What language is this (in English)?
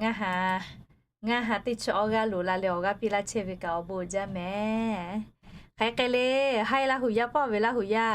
Lahu